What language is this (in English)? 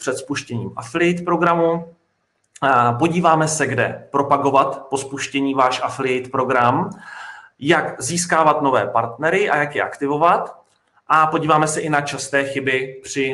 Czech